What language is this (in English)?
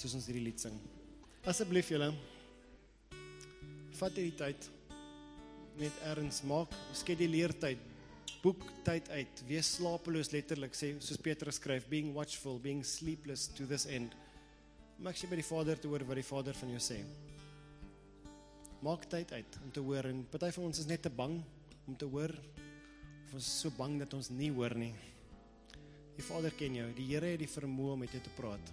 Afrikaans